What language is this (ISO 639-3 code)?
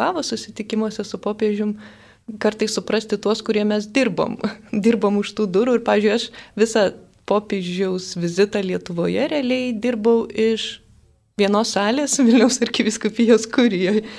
lit